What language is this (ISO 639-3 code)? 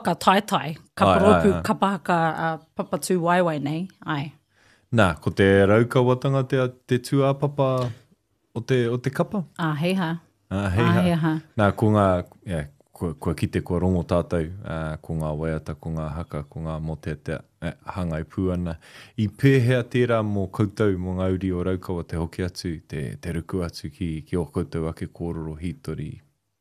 mri